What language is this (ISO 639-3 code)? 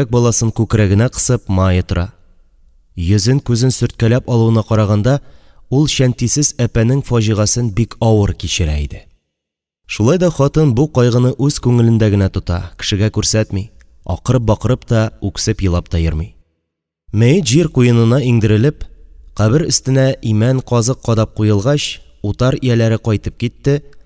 tat